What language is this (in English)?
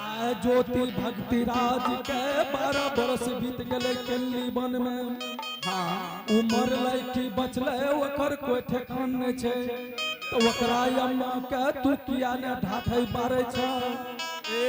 Angika